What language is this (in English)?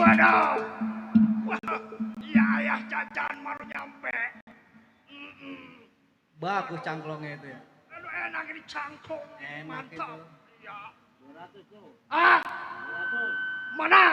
Betawi